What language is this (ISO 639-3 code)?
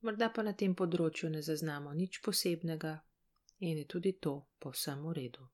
slv